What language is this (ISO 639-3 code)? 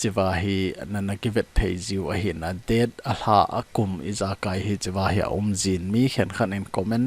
tcz